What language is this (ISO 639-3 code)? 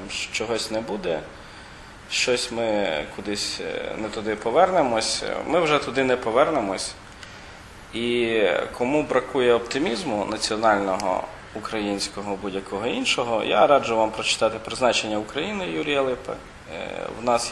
ukr